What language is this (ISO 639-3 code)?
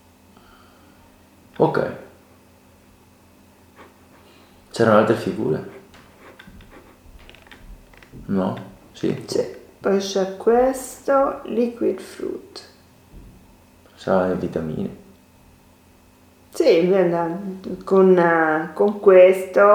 ita